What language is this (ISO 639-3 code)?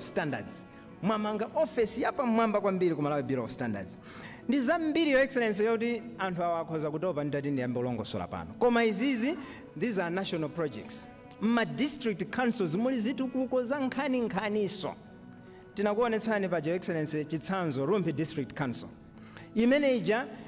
nya